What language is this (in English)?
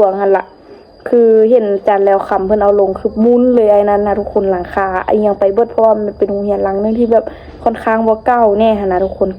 Lao